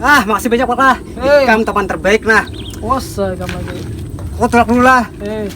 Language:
Banjar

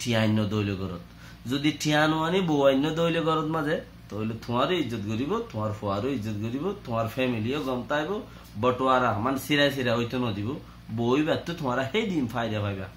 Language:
Rohingya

